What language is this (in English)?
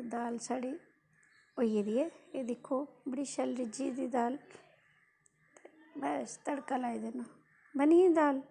Dogri